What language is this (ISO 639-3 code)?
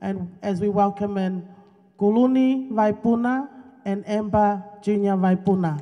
ton